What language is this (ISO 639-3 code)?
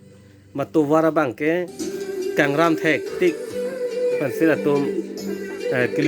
mjw